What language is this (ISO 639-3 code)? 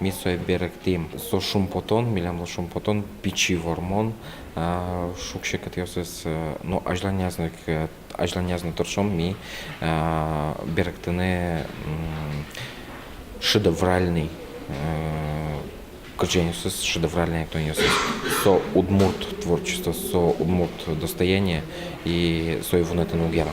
udm